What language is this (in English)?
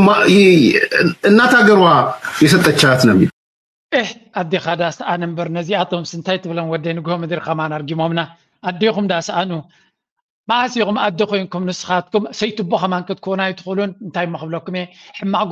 Tigrinya